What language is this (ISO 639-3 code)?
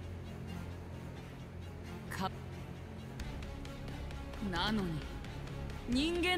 jpn